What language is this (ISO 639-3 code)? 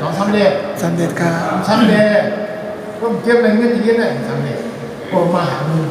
shn